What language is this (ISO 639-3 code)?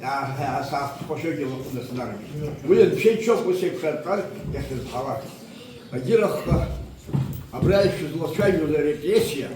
abk